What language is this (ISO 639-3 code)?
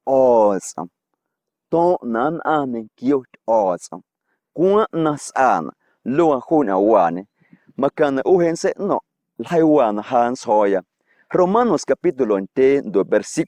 amu